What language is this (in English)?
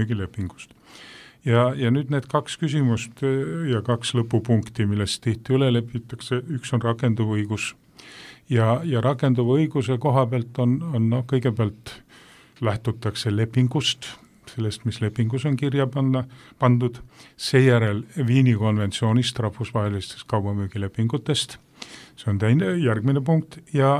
Estonian